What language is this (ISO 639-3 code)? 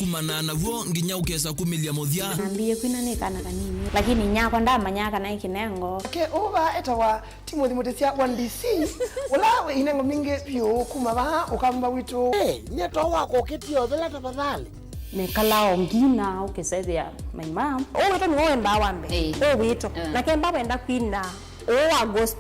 kam